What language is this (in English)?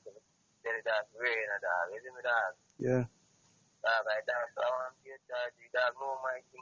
Jamaican Creole English